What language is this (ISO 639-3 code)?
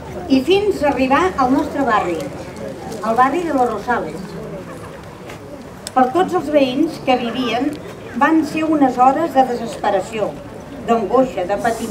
cat